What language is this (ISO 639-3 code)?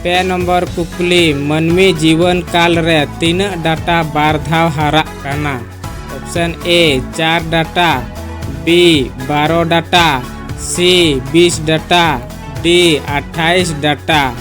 sat